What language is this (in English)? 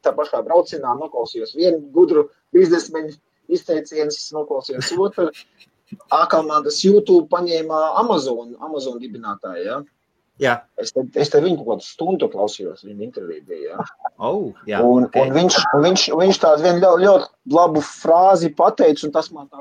Latvian